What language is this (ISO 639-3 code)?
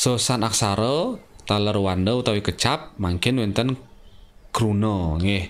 ban